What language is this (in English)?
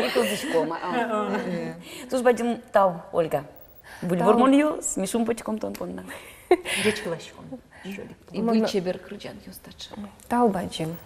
Udmurt